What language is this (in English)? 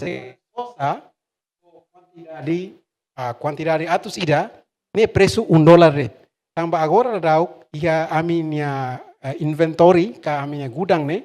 Tetum